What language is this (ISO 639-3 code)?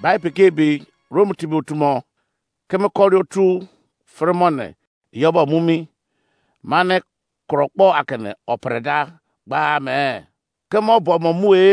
ijc